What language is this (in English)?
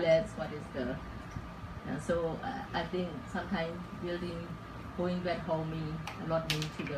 English